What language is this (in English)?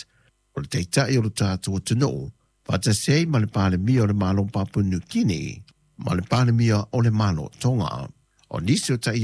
Samoan